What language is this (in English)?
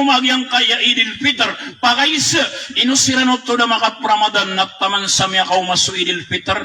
Maranao